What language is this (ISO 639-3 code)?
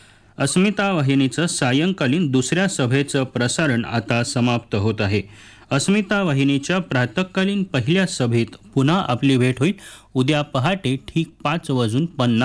mar